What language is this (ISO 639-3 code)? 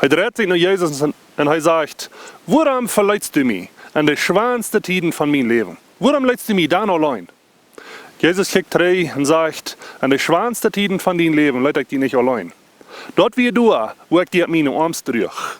pdt